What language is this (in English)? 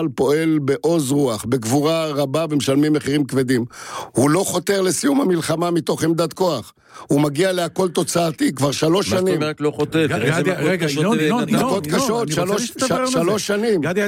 Hebrew